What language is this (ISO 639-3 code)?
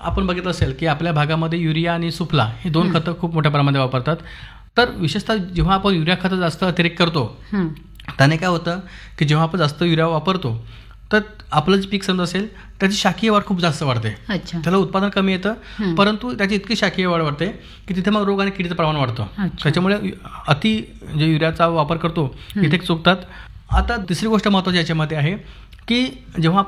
mar